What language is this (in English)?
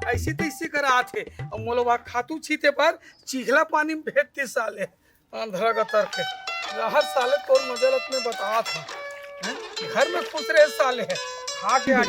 Chhattisgarhi